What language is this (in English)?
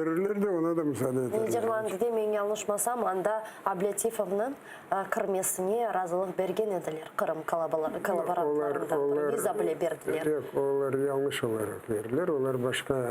Crimean Tatar